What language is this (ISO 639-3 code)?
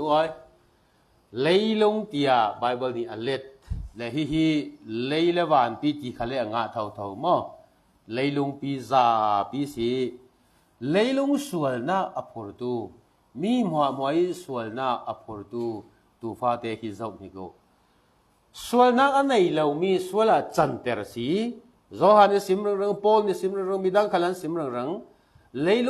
cfm